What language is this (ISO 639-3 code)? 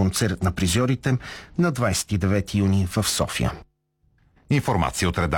bul